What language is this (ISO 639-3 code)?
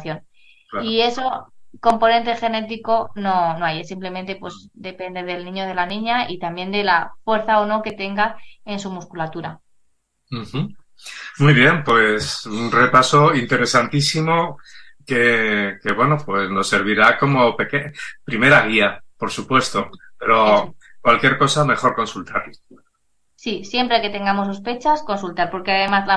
spa